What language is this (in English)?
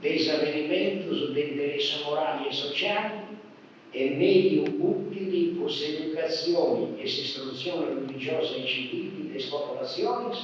Sardinian